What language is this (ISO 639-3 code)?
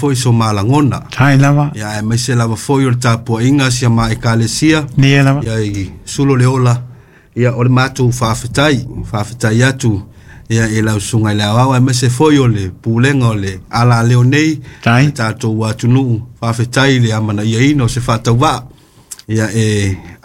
smo